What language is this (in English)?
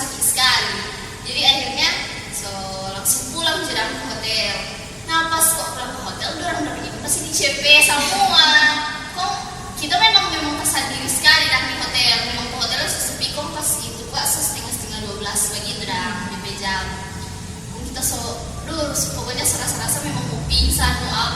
Manado Malay